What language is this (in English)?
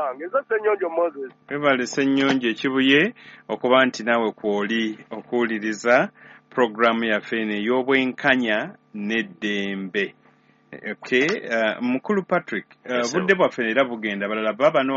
Ganda